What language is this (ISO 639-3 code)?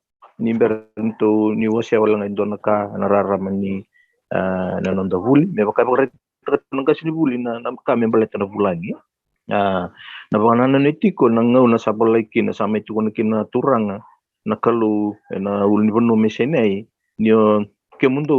fij